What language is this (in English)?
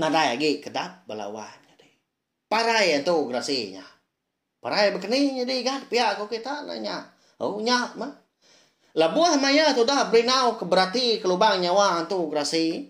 Iban